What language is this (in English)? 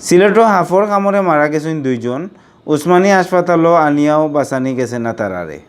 Sylheti